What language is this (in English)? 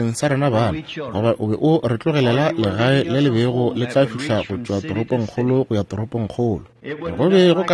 Northern Sotho